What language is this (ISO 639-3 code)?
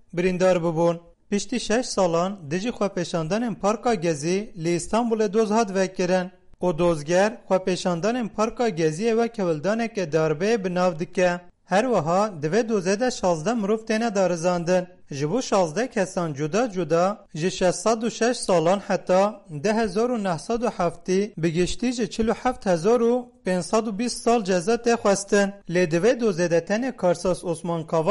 kur